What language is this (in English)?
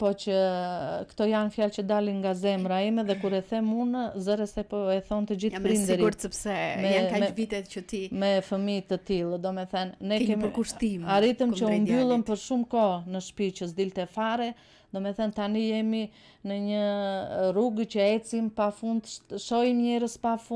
Albanian